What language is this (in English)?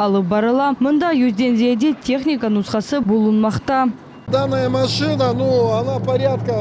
Crimean Tatar